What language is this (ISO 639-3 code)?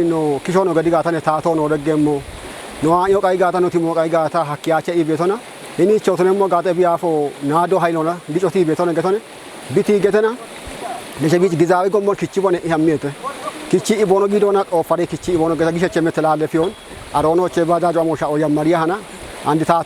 kbr